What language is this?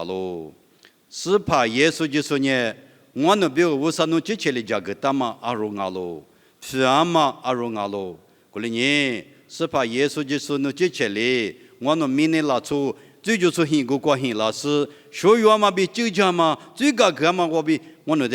Lisu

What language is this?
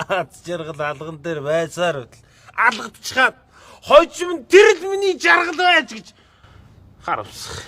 Mongolian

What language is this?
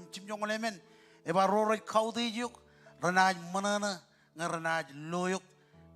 Marshallese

